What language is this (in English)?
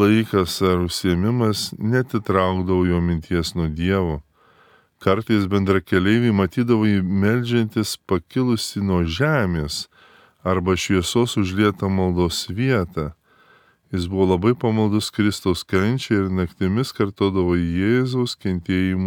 Lithuanian